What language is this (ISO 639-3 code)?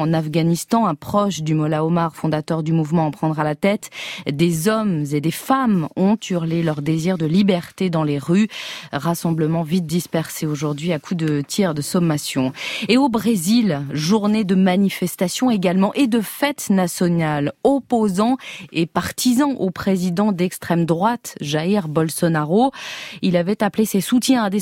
fra